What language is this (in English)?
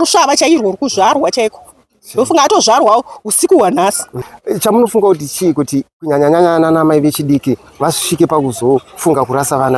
Shona